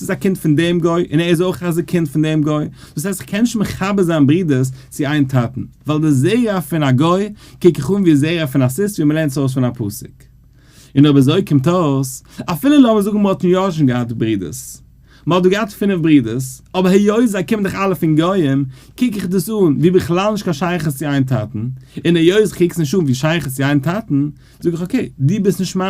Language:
Yiddish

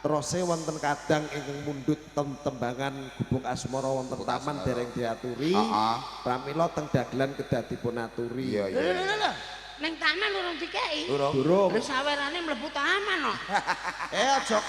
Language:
Javanese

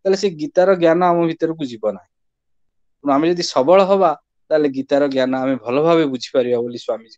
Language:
Odia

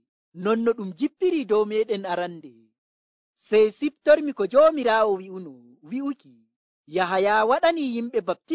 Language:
Nigerian Fulfulde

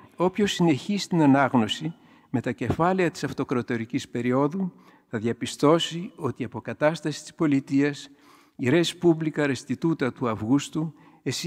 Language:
Greek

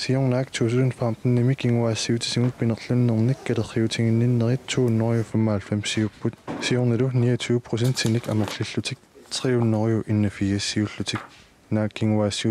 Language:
Kalaallisut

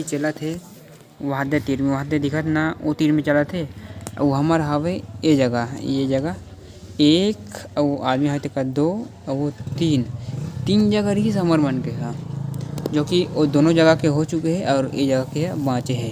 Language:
Chhattisgarhi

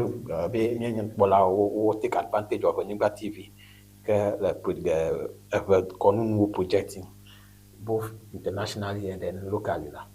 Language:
Ewe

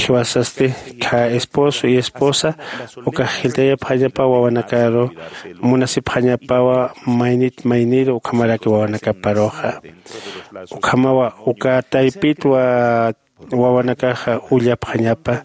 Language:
Aymara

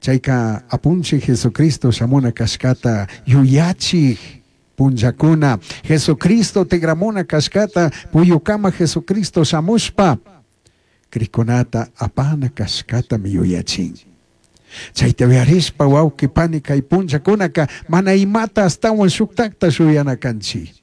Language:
Chimborazo Highland Quichua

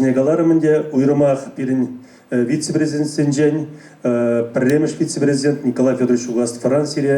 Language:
Chuvash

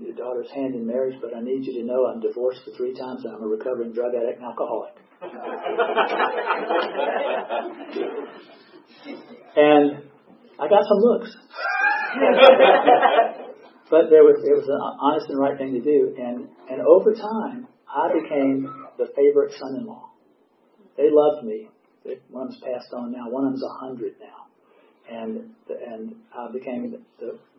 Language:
English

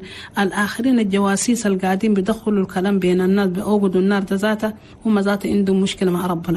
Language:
Chadian Arabic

